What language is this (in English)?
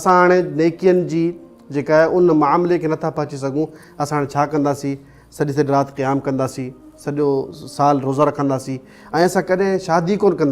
Sindhi